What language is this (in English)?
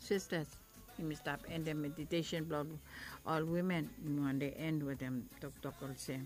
Bislama